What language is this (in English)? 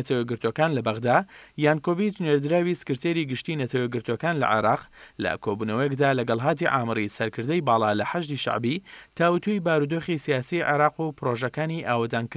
Central Kurdish